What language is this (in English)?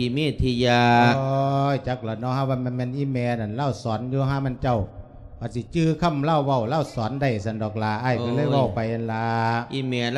Lao